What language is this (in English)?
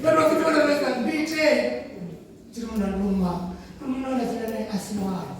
Venda